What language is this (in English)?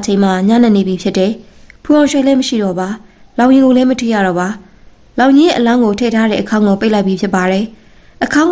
Burmese